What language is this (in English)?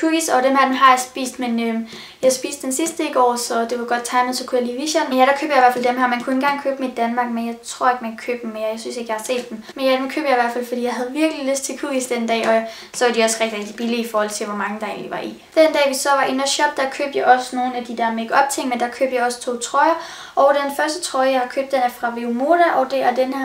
Danish